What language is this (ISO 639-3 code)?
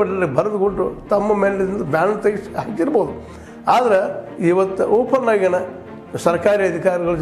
kan